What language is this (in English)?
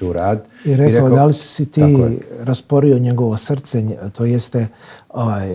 Bosnian